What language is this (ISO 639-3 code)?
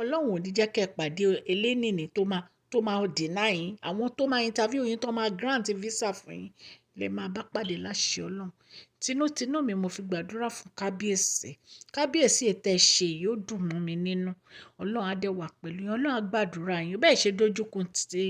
yor